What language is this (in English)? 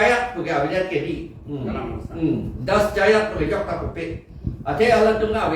Karbi